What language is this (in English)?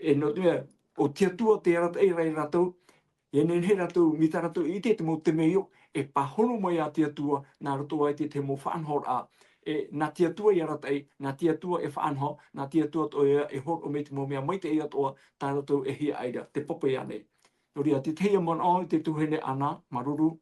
Tahitian